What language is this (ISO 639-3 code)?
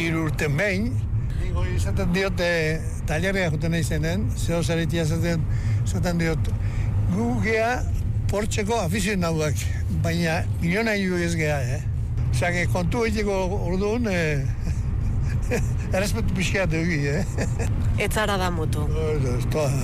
eus